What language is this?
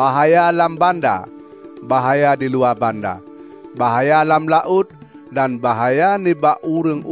Malay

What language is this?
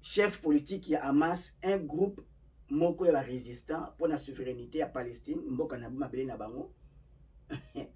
Lingala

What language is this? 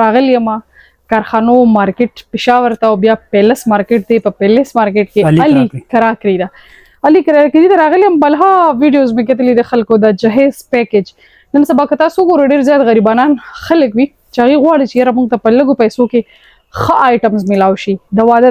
Pashto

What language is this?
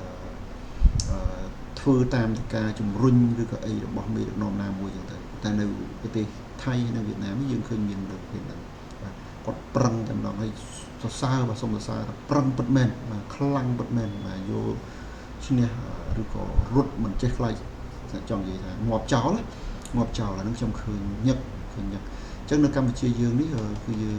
Khmer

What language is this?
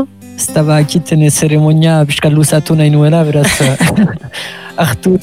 Basque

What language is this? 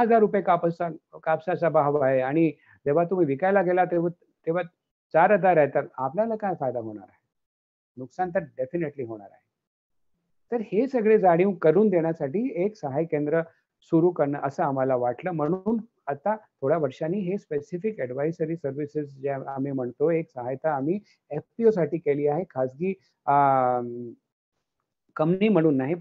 Marathi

